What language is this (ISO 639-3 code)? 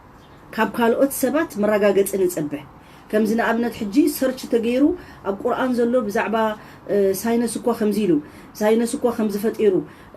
tir